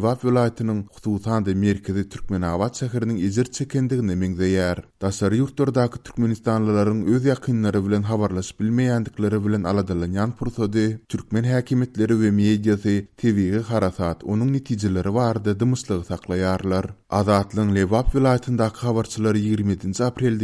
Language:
Turkmen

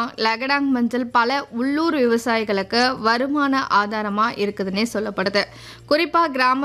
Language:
Tamil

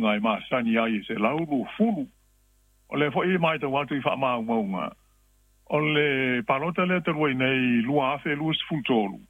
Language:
Samoan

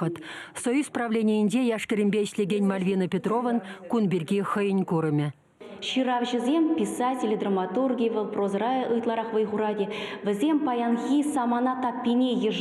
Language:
Chuvash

